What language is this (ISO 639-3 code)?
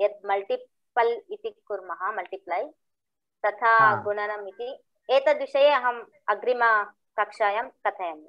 san